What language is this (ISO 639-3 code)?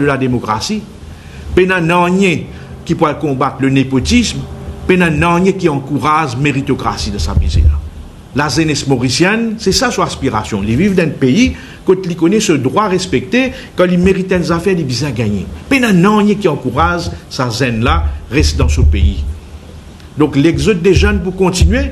mfe